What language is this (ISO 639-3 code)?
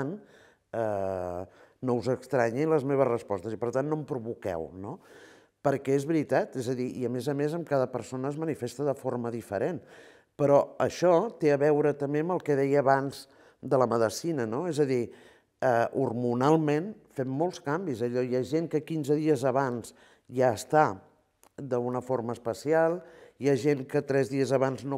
cat